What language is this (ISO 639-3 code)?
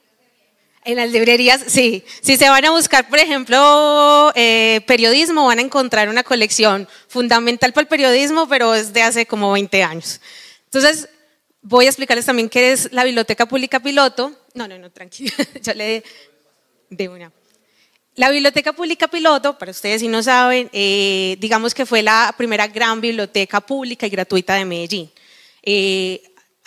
spa